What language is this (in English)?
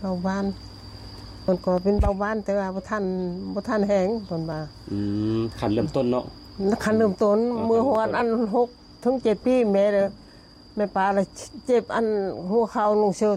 Lao